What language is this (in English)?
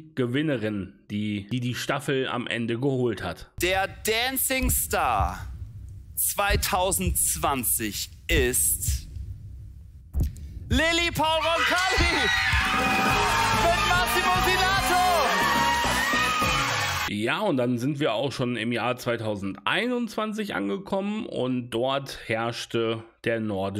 German